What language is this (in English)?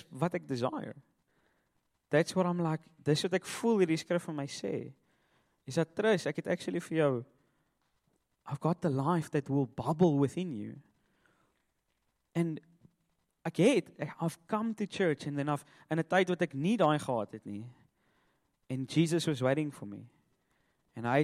Afrikaans